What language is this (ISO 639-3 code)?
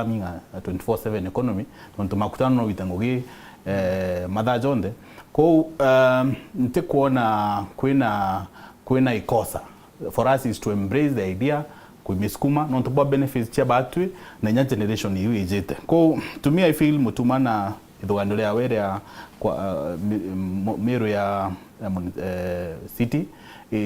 mer